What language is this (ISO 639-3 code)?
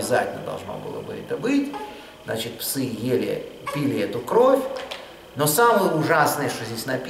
rus